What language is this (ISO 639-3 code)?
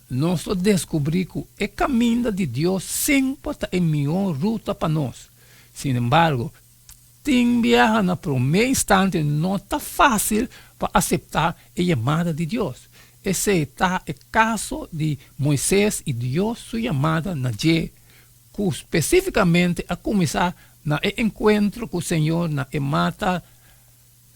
pap